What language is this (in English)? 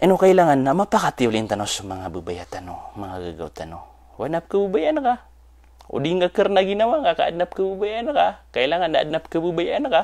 Maranao